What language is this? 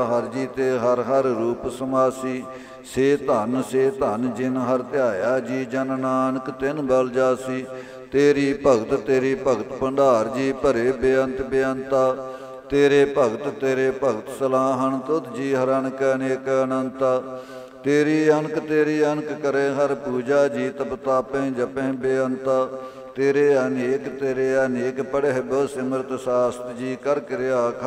Punjabi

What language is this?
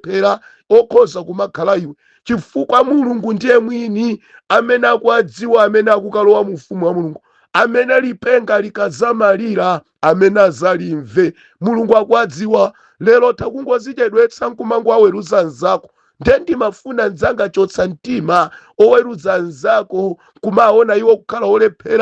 Nyanja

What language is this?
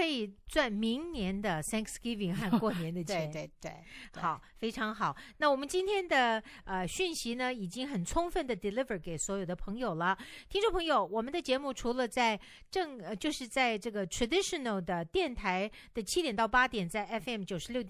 Chinese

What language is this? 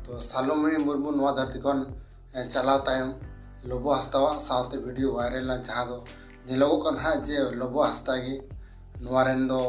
Santali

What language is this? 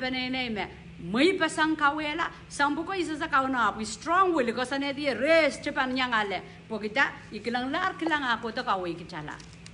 Pohnpeian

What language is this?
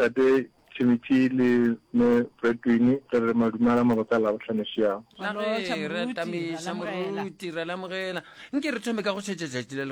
Northern Sotho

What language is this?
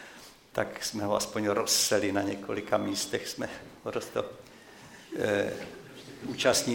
Czech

